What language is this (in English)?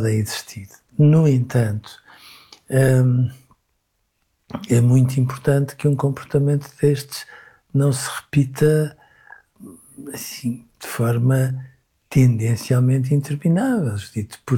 Portuguese